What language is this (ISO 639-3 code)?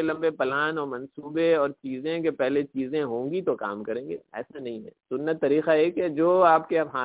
urd